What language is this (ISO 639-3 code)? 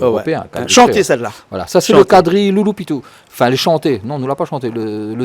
rcf